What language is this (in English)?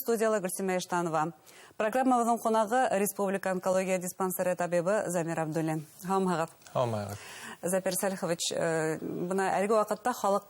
Bashkir